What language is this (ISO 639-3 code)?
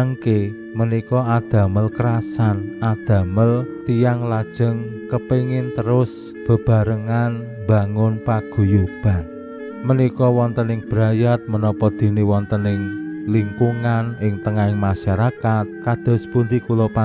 jav